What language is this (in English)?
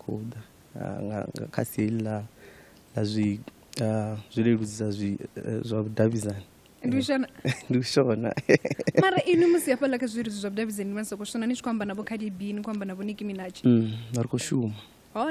Venda